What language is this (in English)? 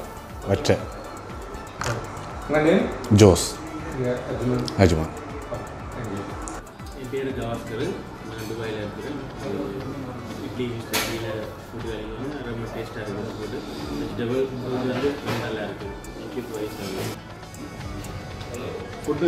Tamil